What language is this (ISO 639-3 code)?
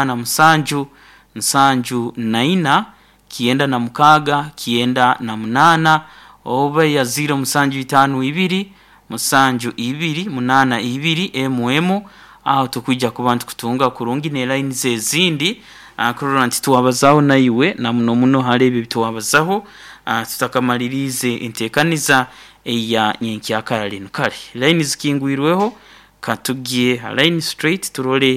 nyn